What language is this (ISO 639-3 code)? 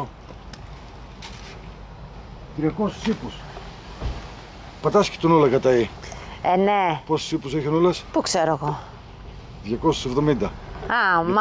ell